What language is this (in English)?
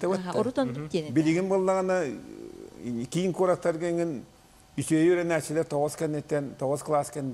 Yakut